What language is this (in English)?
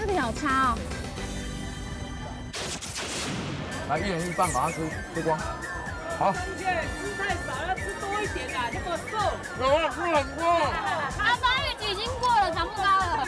Chinese